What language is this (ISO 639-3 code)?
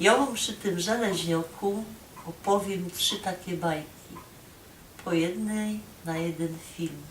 szl